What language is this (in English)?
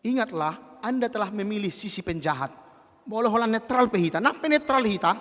Batak Toba